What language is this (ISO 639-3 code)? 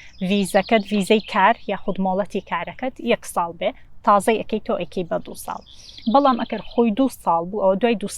ckb